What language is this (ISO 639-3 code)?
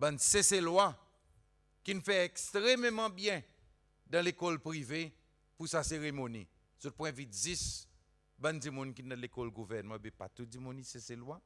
crs